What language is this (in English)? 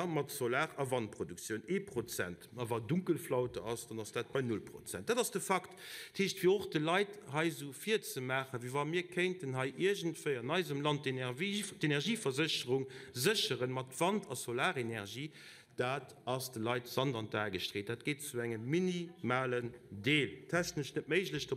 Luxembourgish